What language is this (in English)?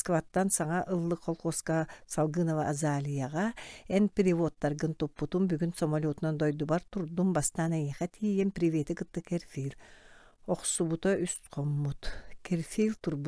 Yakut